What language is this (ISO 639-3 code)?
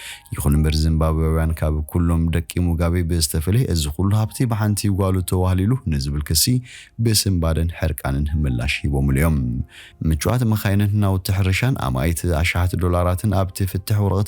tir